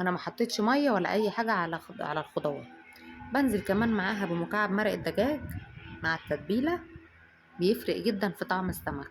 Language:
Egyptian Arabic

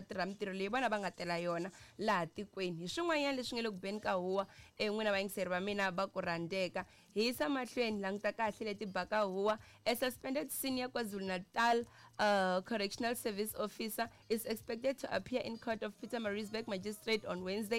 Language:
Tsonga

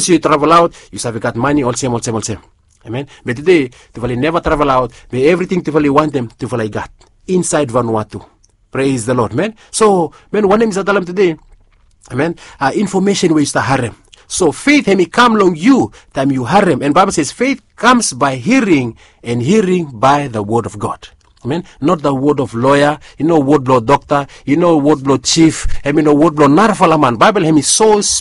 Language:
Bislama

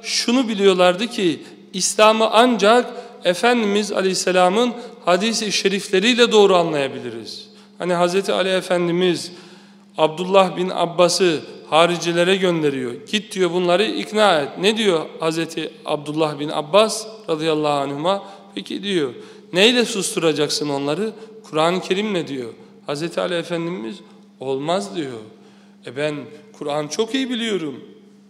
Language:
Turkish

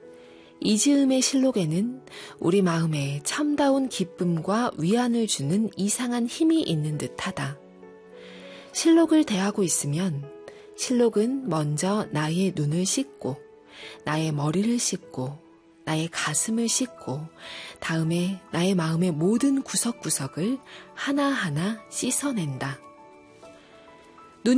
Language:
Korean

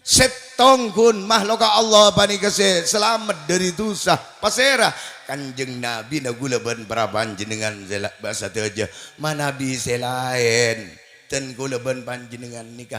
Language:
Madurese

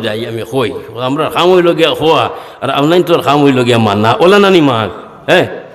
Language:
Sylheti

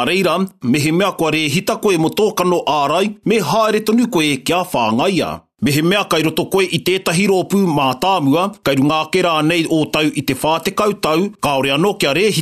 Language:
Māori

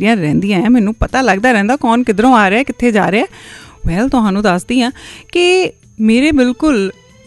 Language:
Punjabi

